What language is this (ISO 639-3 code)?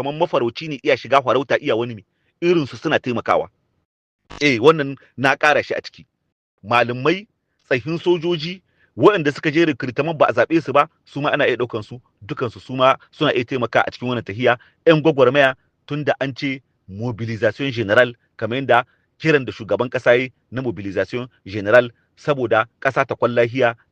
hau